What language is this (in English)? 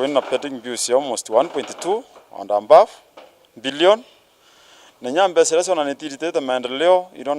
Meru